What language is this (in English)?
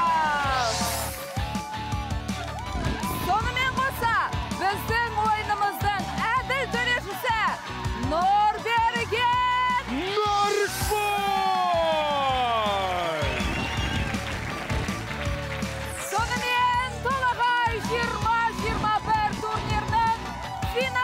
Kazakh